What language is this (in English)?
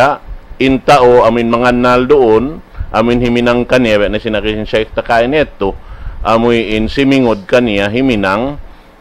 Tausug